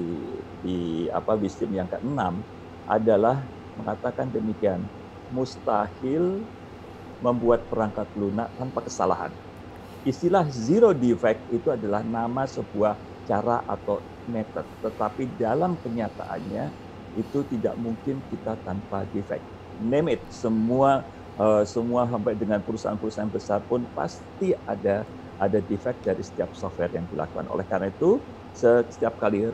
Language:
Indonesian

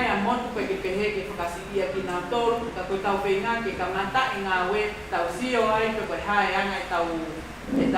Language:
Tongan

